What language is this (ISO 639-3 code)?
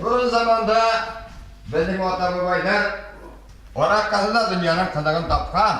bak